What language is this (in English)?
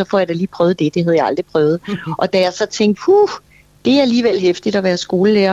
Danish